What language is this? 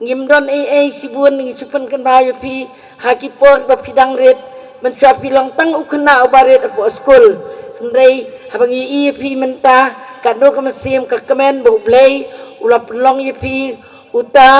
Khasi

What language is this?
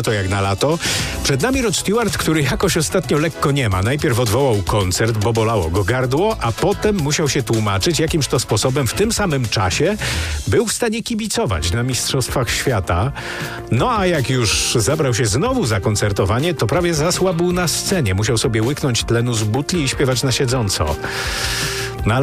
Polish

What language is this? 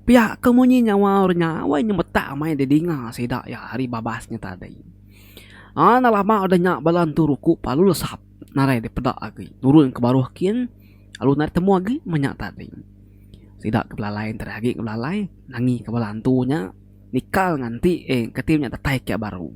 Iban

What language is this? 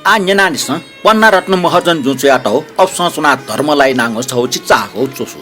Newari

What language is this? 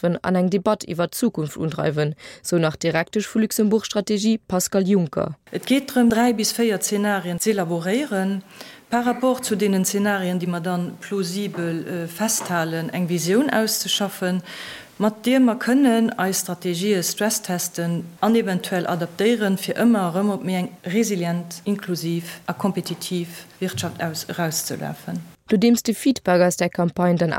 Luxembourgish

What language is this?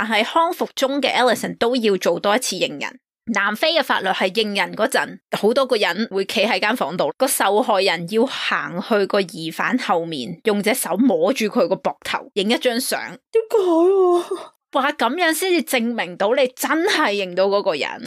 Cantonese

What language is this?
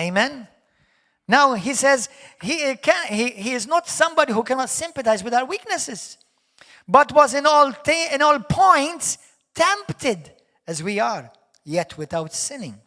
English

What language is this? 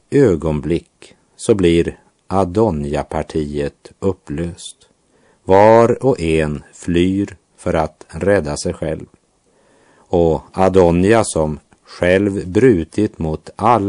Swedish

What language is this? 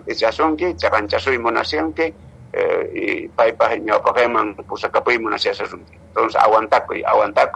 Quechua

